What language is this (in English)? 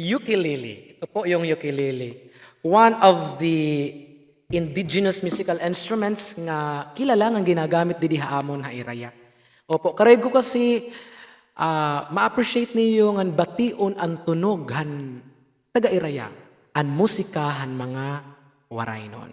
Waray